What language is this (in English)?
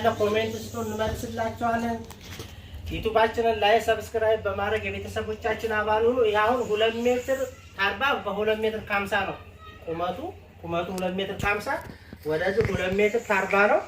Amharic